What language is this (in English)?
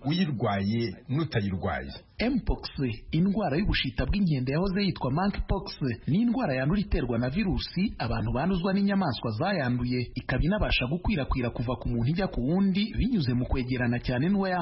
Kinyarwanda